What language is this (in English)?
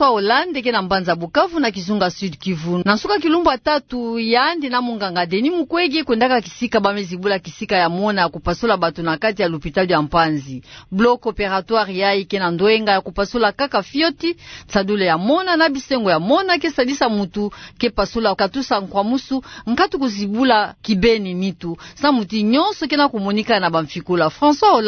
Kituba (Democratic Republic of Congo)